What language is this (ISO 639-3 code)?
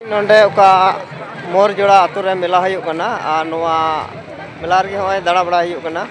sat